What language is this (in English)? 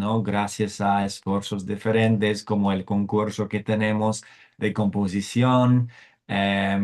Ladino